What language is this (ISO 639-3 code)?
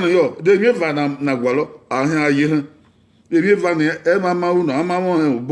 bin